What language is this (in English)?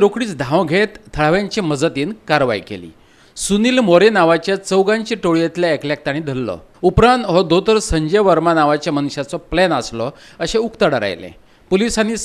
Konkani